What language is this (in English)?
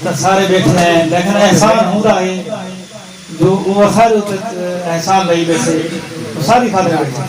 Saraiki